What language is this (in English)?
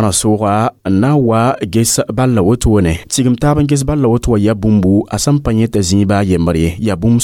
Mossi